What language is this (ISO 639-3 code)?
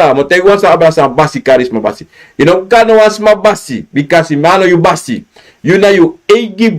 srn